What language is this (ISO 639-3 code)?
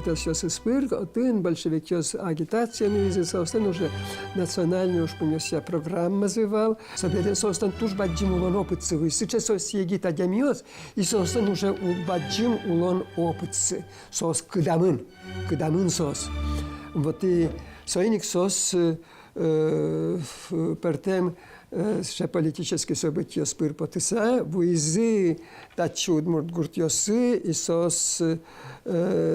udm